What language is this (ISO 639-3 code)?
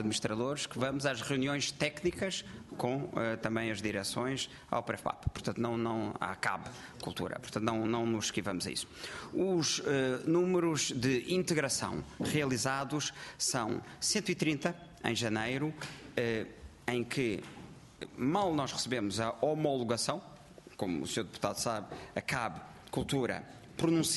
por